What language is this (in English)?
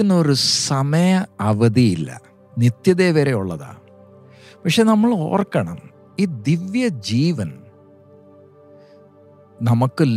Malayalam